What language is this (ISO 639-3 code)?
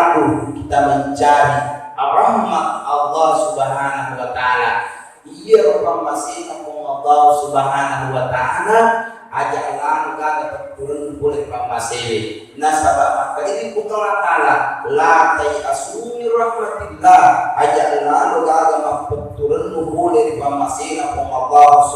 bug